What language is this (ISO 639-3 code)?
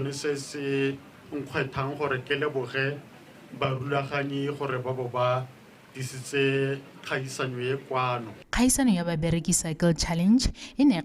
tsn